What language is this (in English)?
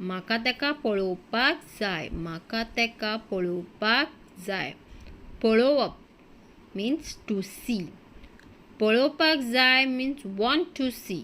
Konkani